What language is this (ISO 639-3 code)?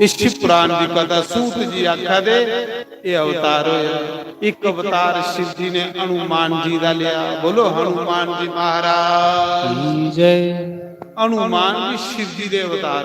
doi